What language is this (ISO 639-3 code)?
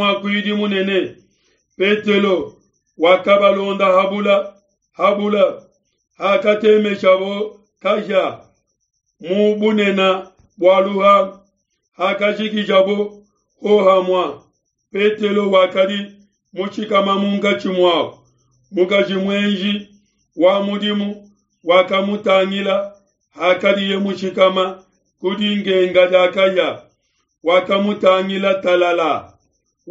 lua